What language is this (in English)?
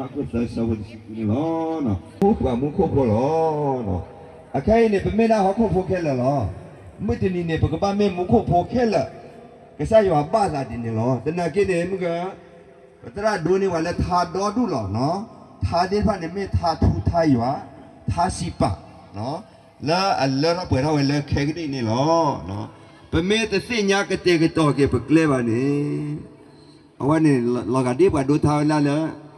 S'gaw Karen